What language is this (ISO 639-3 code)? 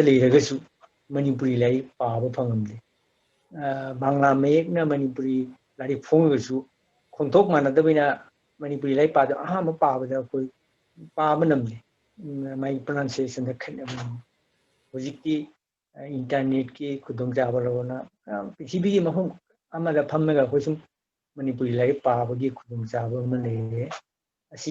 mni